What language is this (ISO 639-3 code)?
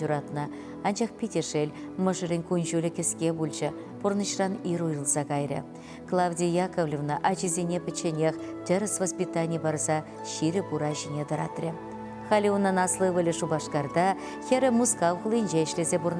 chv